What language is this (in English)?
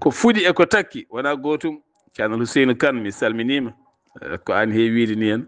Fula